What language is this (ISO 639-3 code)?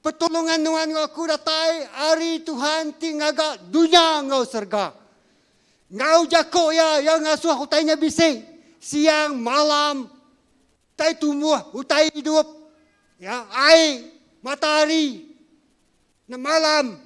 iba